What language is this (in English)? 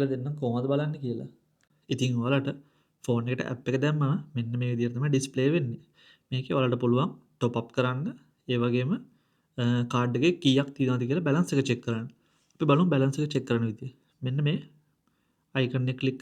Sinhala